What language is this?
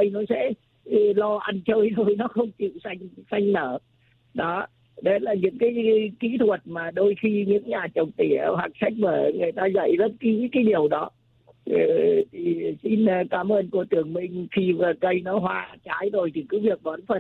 Vietnamese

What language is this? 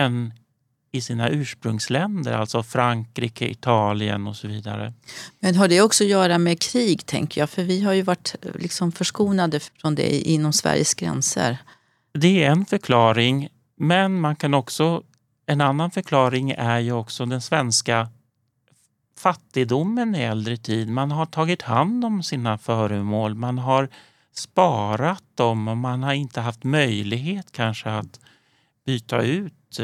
Swedish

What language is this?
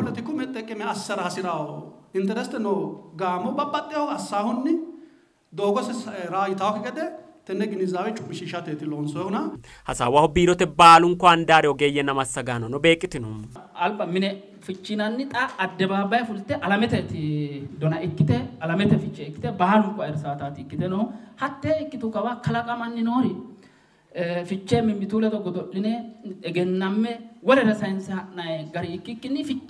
Sidamo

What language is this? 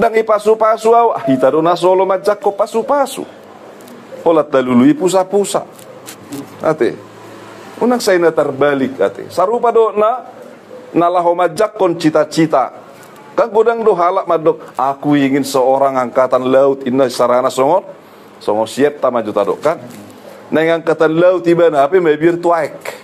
Batak Toba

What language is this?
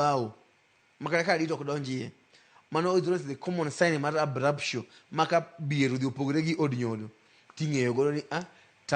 Luo (Kenya and Tanzania)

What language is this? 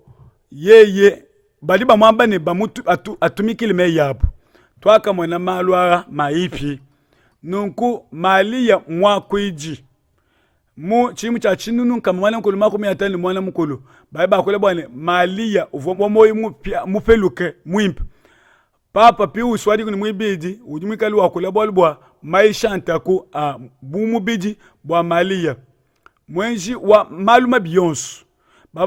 Luba-Lulua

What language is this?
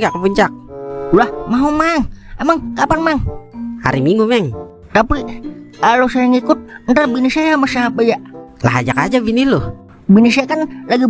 Betawi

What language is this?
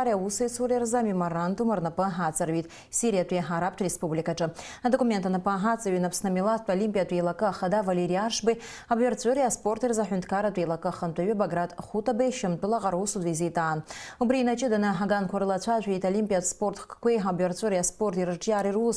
Abkhazian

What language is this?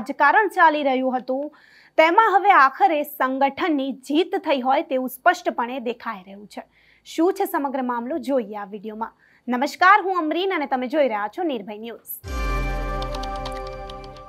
Gujarati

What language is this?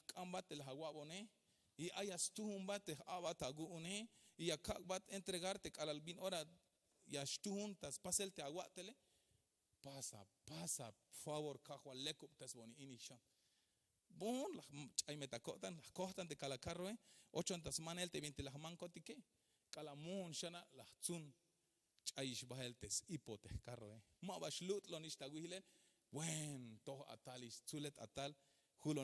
Tzeltal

